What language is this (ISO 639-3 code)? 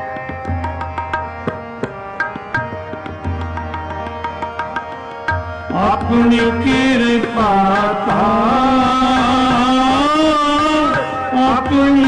pan